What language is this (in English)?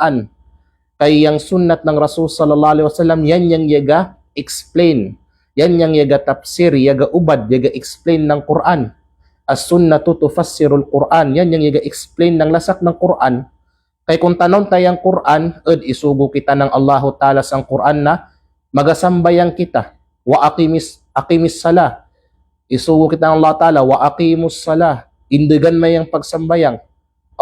Kalagan